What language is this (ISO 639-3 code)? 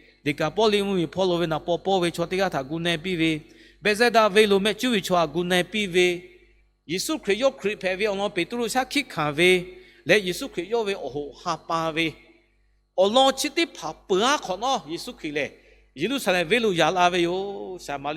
lhu